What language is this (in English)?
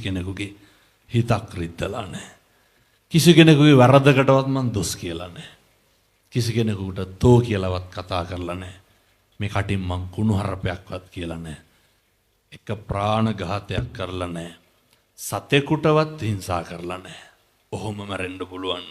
Sinhala